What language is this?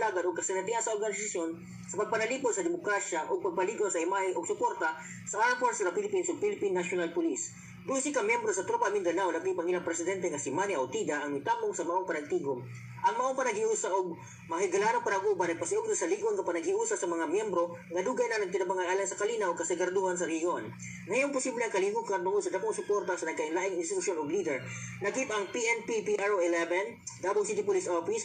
Cebuano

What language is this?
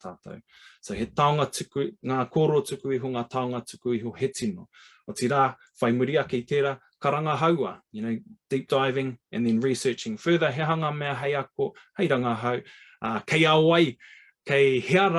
Māori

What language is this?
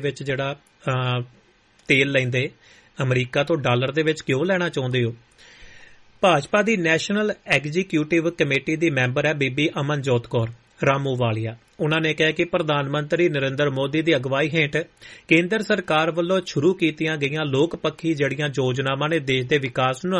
Punjabi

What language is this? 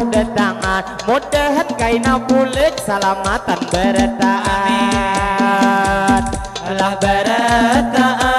Banjar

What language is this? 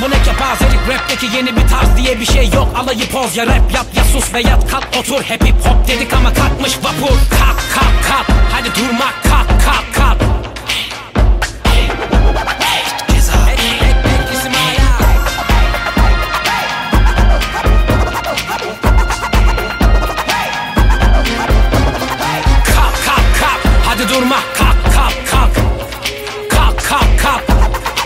Turkish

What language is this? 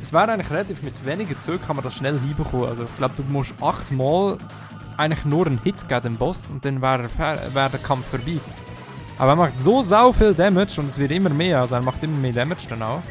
Swiss German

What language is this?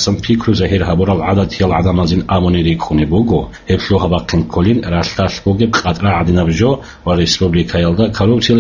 Avaric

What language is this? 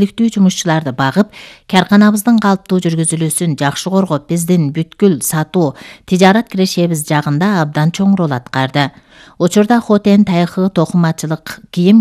Kyrgyz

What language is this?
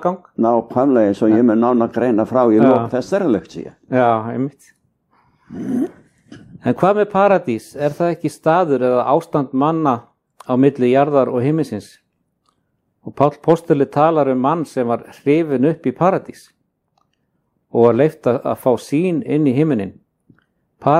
Icelandic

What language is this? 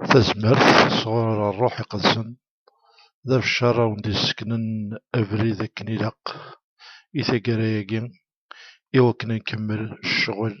Kabyle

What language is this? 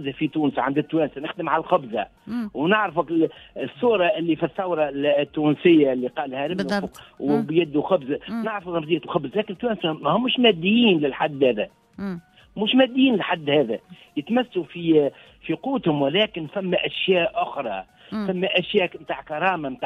Tunisian Arabic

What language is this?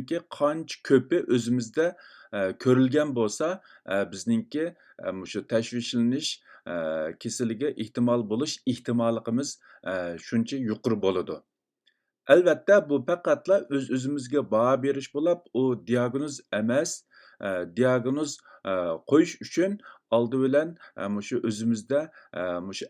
Uyghur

